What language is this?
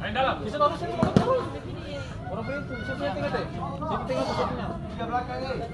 Ambonese Malay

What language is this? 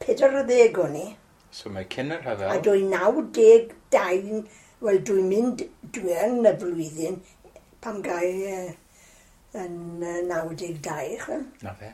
Welsh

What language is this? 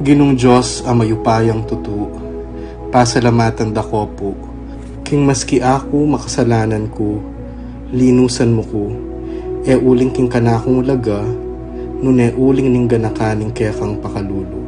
Pampanga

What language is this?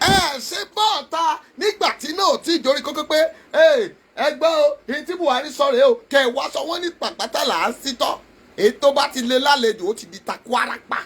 Yoruba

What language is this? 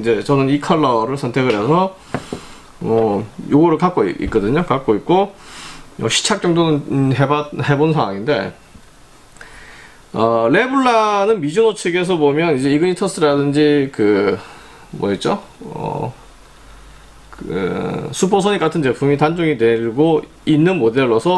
Korean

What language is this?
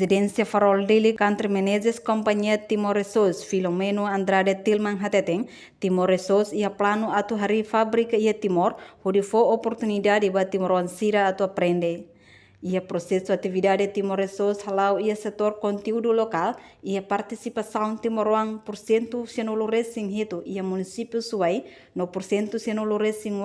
Tetum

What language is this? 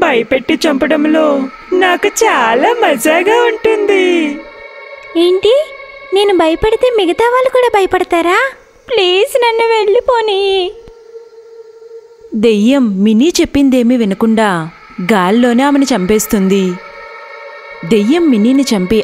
Telugu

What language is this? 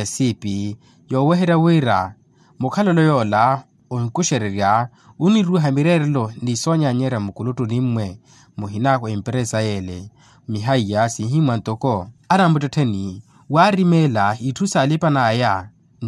Makhuwa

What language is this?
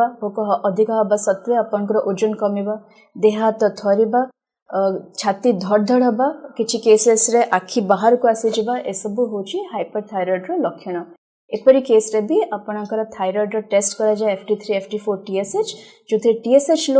Odia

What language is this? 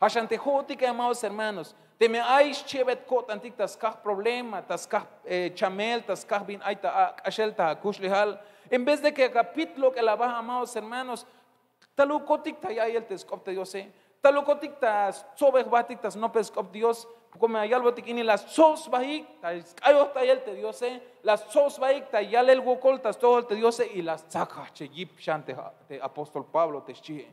Tzeltal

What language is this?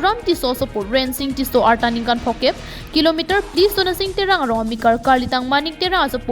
Karbi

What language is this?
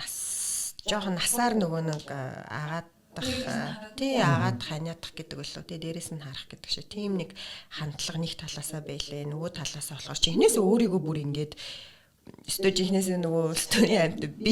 Mongolian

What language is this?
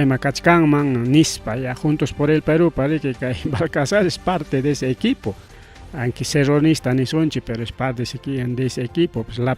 Ayacucho Quechua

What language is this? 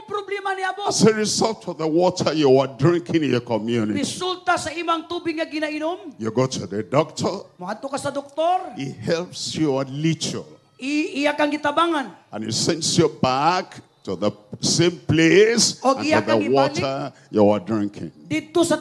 Cebuano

